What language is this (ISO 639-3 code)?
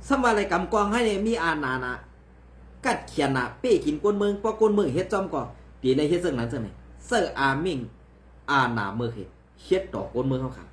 shn